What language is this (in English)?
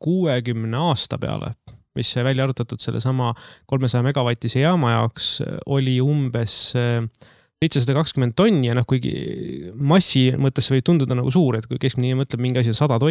Estonian